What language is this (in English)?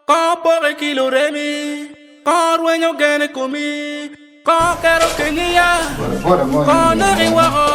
Acoli